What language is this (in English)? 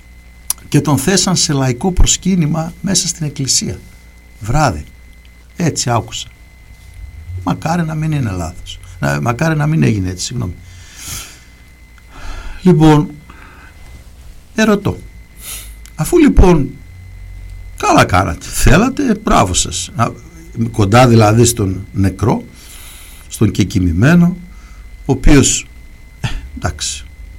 Greek